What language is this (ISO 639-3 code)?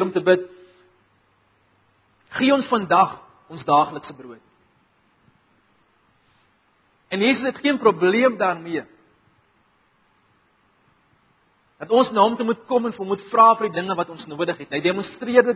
afr